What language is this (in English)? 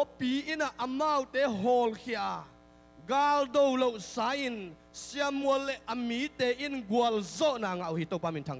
Tedim Chin